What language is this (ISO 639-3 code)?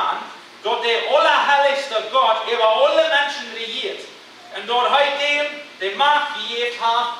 pdt